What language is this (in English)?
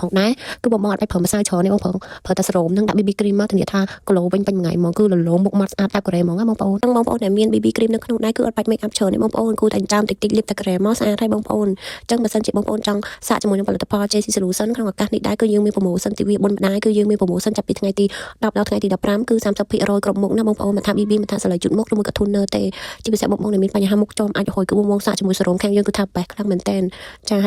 Khmer